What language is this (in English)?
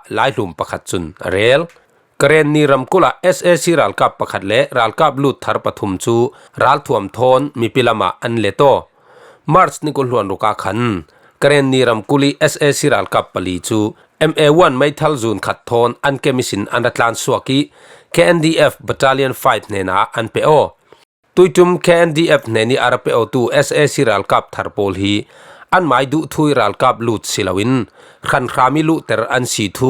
Falam Chin